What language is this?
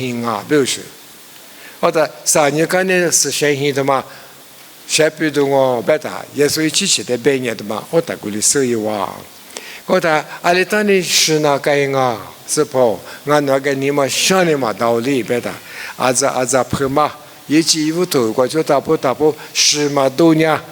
Lisu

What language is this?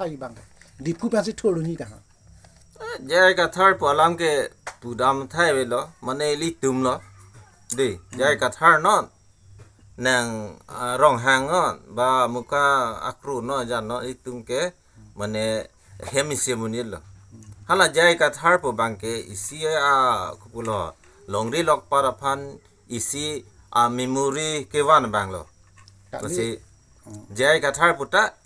Karbi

